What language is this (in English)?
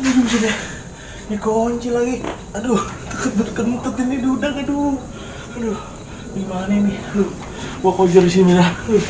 Betawi